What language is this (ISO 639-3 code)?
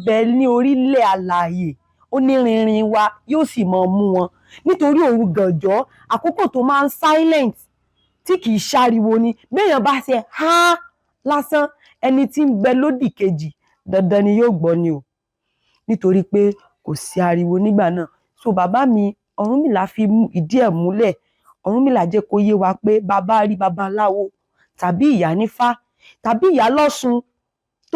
yor